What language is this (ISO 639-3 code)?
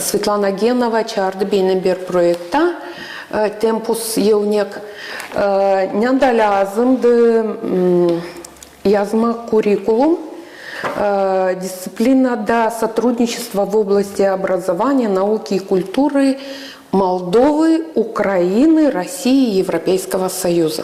gag